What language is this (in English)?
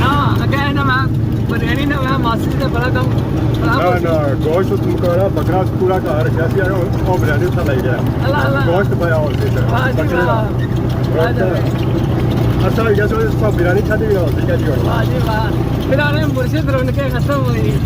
Pahari-Potwari